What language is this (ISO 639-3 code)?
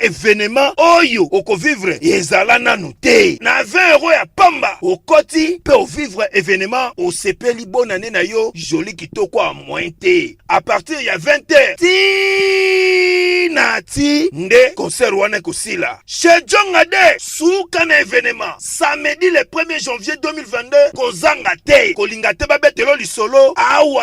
lin